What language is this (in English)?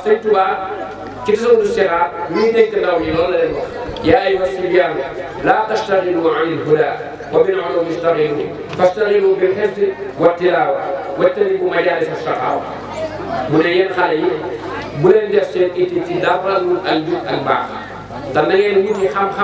Wolof